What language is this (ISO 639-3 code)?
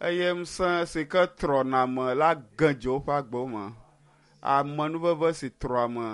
ewe